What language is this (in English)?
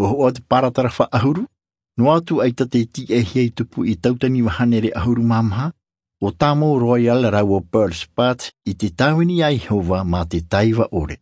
Tahitian